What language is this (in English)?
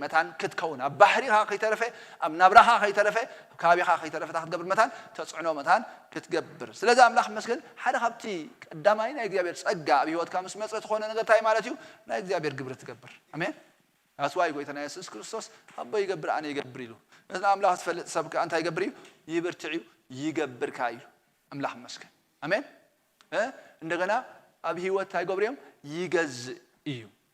Tigrinya